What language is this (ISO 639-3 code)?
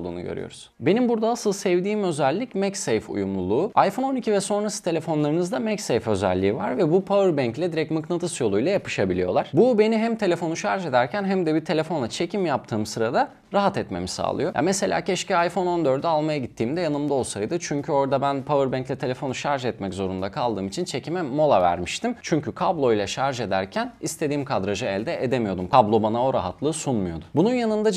tur